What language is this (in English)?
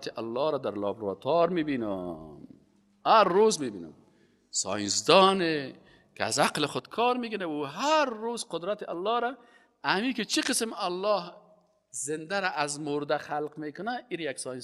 Persian